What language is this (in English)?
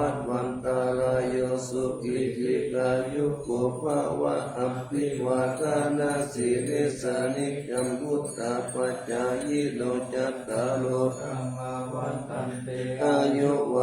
Pali